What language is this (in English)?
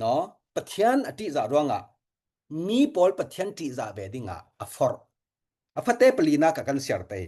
Falam Chin